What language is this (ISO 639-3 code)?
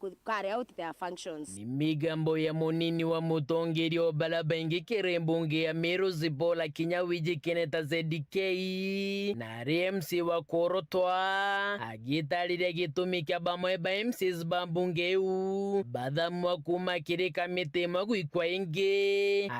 mer